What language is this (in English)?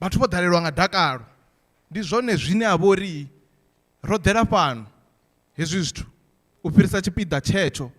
Venda